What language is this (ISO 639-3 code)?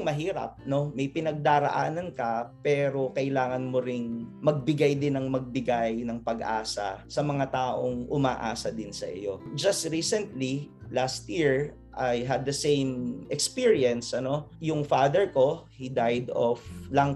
fil